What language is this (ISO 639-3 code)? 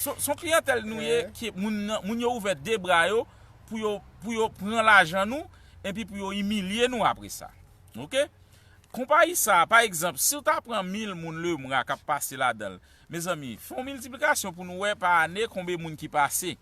hat